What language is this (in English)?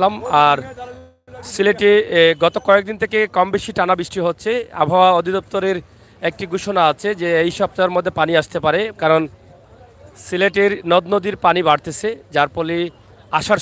Sylheti